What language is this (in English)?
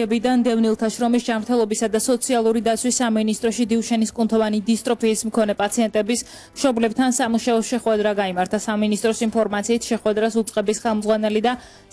Georgian